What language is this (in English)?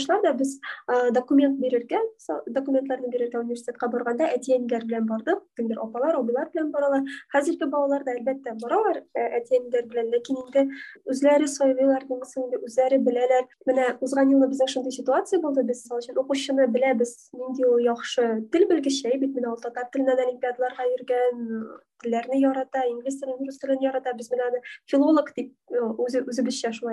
Tatar